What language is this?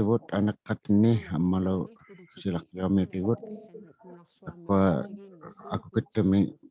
Inuktitut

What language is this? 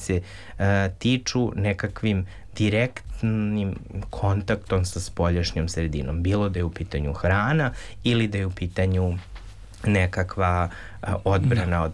Serbian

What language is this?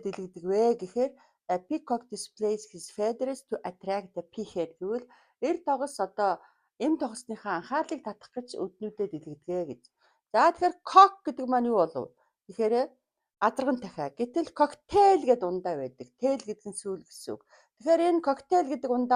Mongolian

